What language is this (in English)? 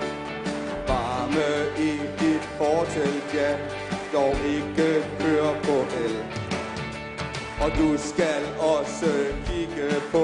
Danish